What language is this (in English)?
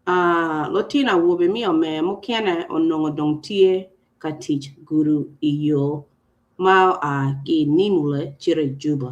Acoli